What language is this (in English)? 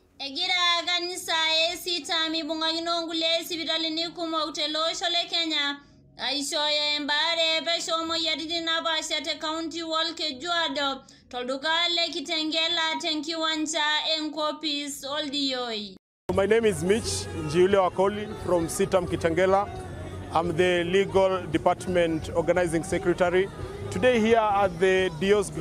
Masai